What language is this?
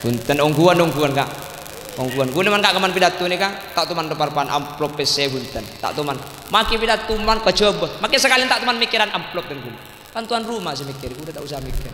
Madurese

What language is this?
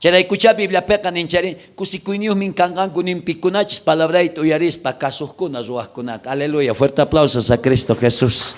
South Bolivian Quechua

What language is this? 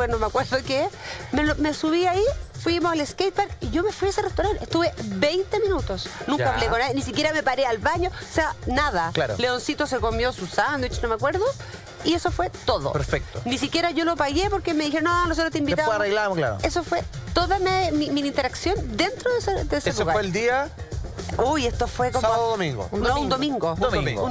Spanish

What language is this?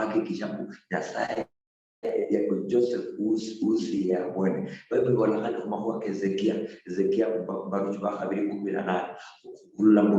Luyia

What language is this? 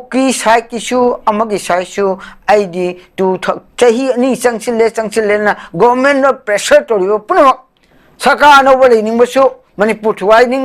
Manipuri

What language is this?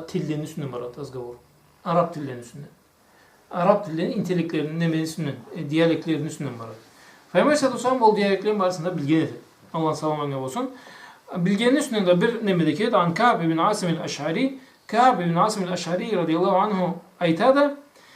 Karachay-Balkar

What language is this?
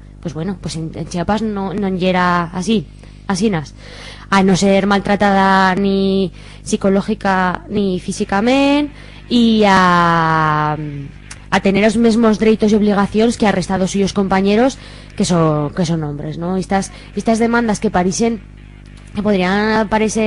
Aragonese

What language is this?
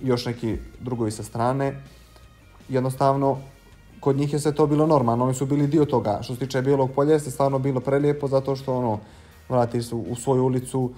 Bosnian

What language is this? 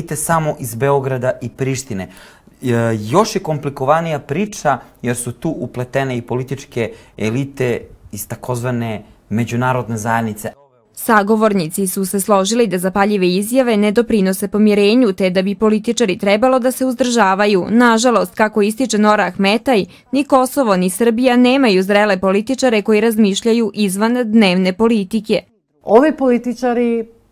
Serbian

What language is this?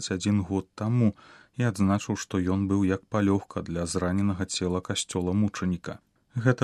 Belarusian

